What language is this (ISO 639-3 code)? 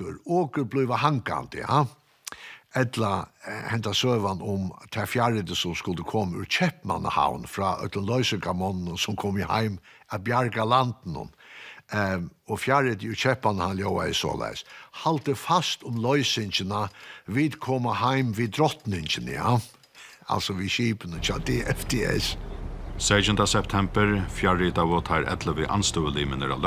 fao